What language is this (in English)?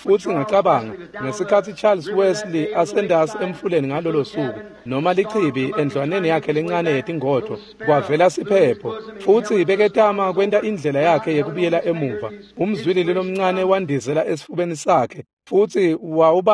Swati